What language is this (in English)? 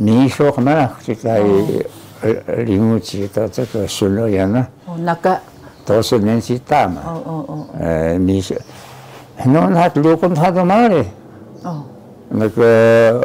Taroko